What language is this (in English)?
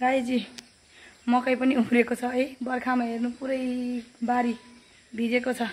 Nepali